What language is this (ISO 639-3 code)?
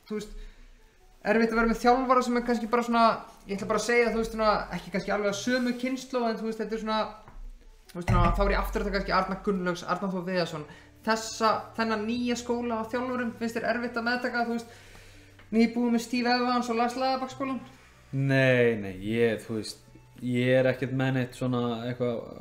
isl